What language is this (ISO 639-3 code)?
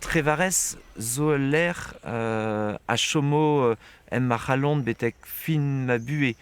bre